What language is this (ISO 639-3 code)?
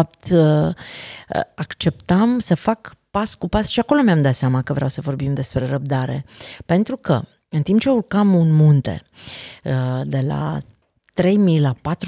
ron